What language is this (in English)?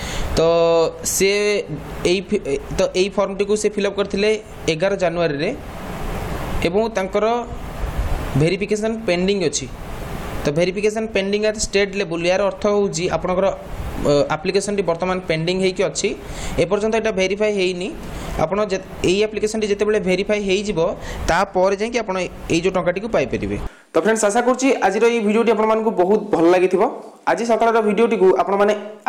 Odia